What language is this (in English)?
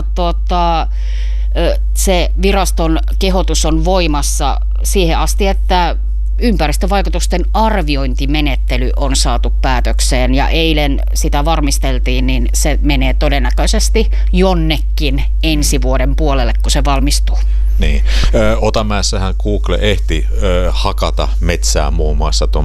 Finnish